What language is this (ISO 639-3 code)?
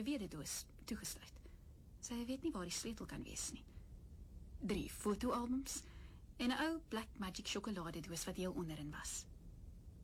afr